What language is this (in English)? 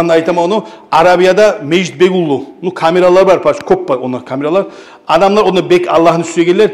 Kumyk